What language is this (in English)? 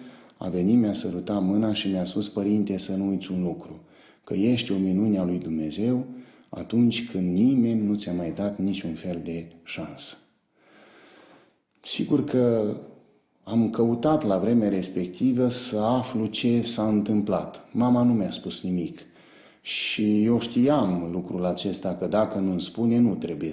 Romanian